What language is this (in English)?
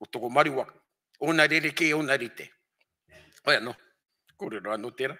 Māori